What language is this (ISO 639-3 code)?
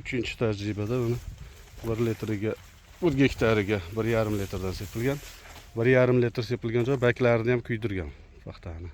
uzb